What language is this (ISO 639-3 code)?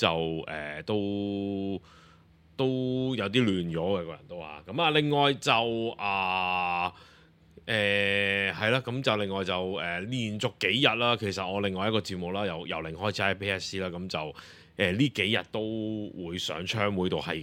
yue